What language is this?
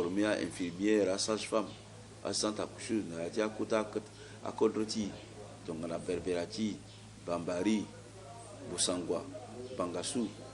Sango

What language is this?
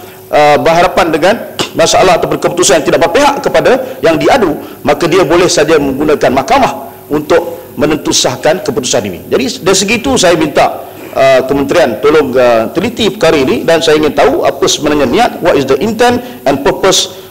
Malay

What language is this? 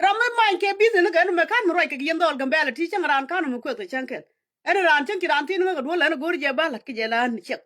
Nuer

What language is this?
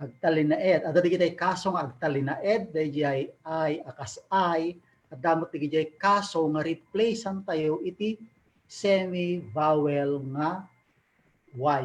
Iloko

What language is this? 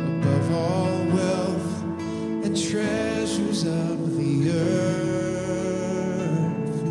Ewe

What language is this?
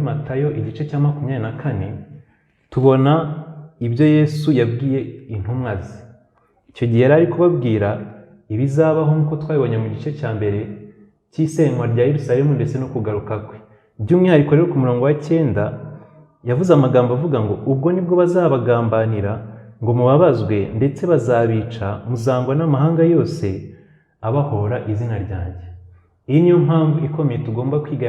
Kinyarwanda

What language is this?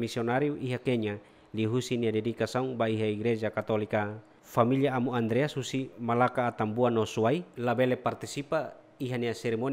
Tetum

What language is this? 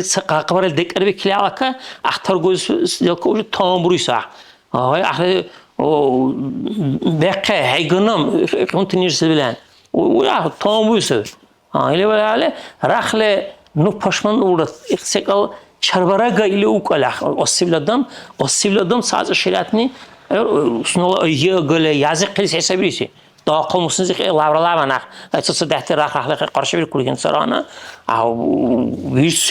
Dargwa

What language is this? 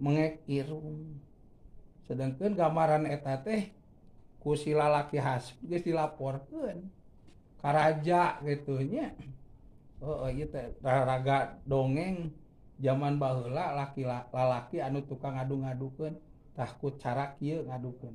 Sundanese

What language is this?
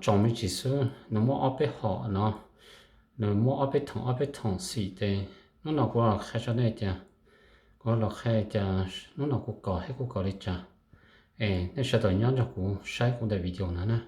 Hmong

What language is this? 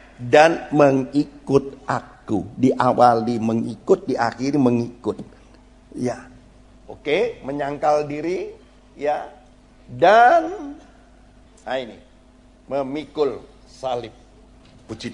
Indonesian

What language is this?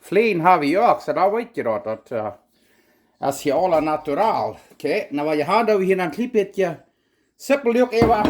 Plautdietsch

